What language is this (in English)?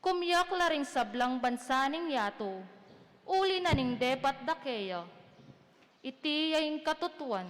Pampanga